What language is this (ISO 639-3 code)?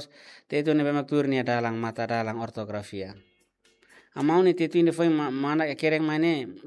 tet